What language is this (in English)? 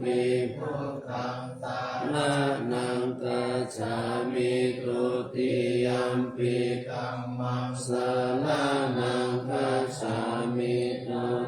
Pali